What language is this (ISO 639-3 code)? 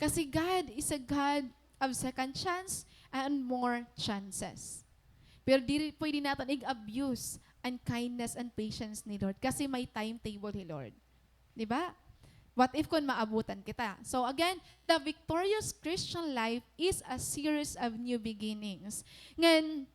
war